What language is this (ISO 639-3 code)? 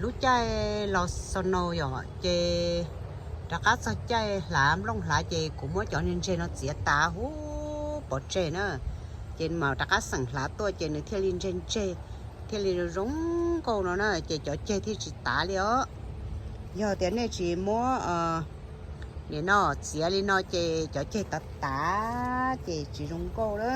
hmn